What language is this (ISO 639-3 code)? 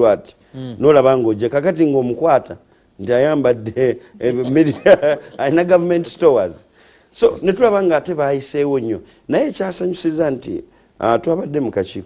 lug